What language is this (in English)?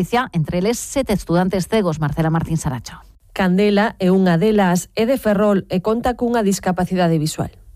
Galician